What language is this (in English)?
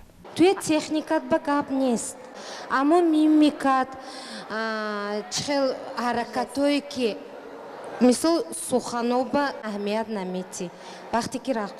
Tajik